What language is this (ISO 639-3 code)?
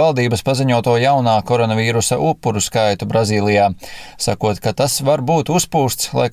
lav